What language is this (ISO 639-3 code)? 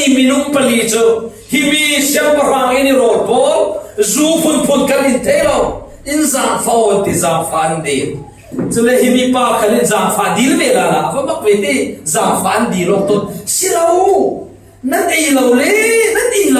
cfm